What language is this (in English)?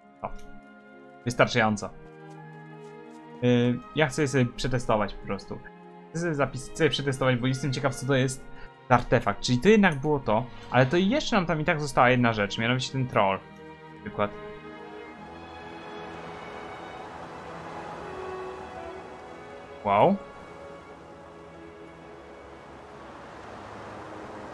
Polish